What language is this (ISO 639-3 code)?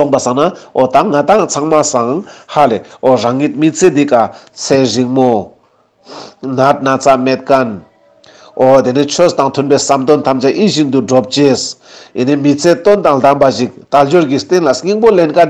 lbj